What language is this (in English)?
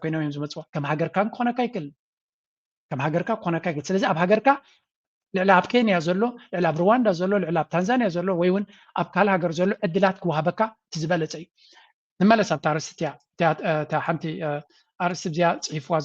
Tigrinya